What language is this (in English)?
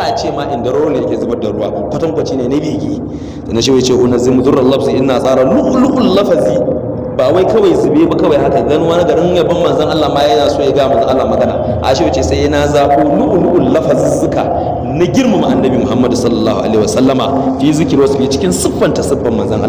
Hausa